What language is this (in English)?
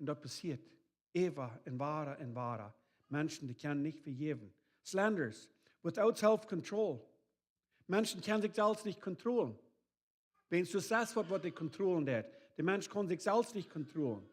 Plautdietsch